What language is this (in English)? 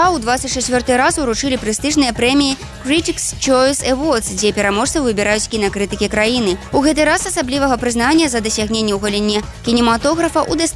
Belarusian